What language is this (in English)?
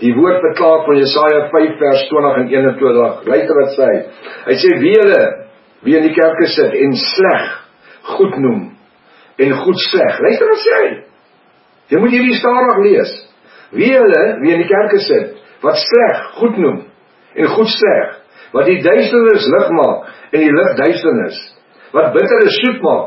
Afrikaans